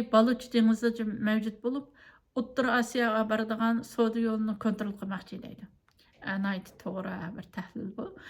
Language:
Uyghur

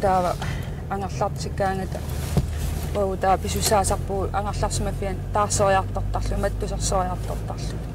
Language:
Kalaallisut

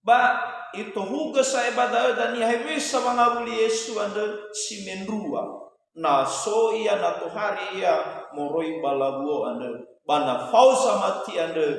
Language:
Nias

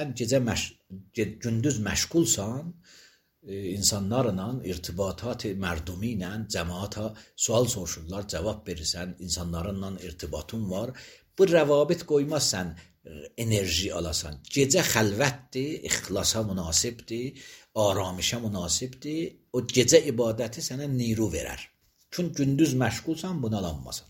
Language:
Azerbaijani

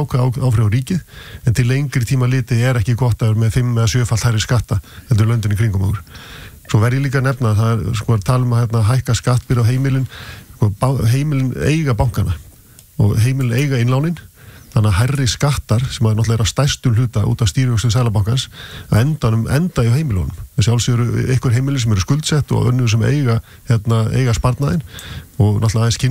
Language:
Icelandic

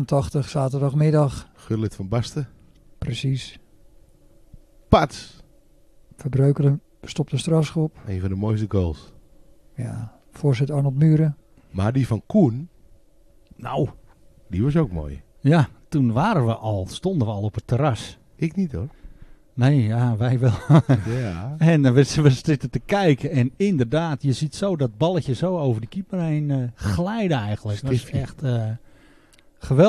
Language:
Dutch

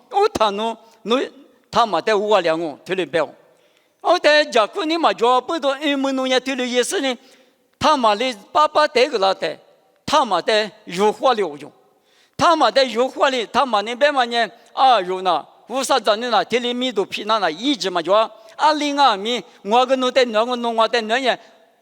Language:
Lisu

